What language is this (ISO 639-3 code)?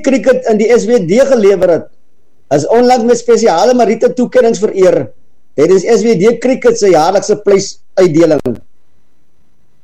afr